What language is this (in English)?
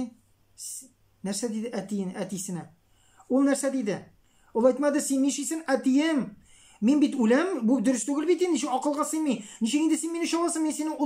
Tatar